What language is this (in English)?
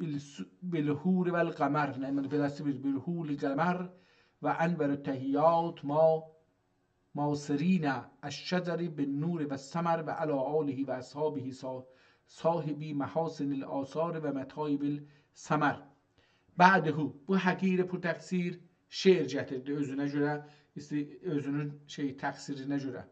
South Azerbaijani